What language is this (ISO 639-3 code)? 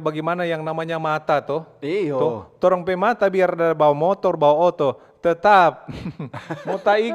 xmm